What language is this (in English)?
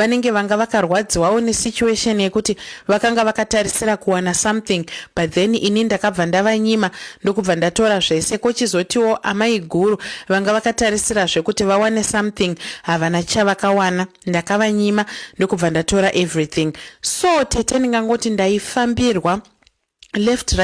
Shona